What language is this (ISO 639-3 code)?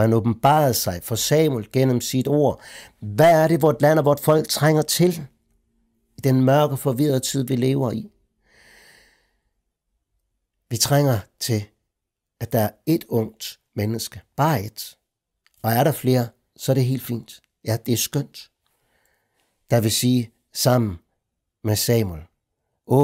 dan